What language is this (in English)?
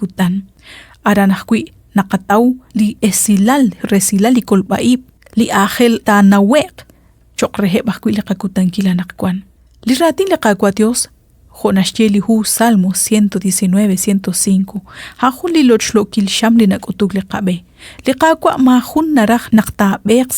Kekchí